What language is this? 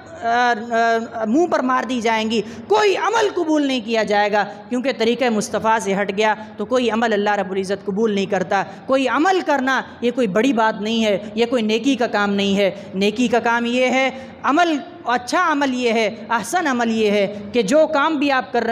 Urdu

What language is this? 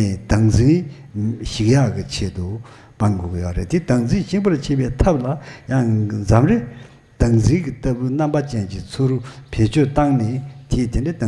Tibetan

